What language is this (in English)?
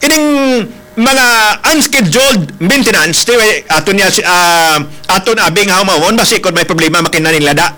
Hiligaynon